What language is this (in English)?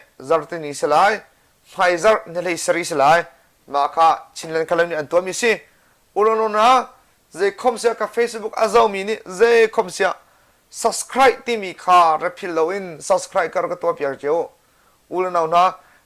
Hakha Chin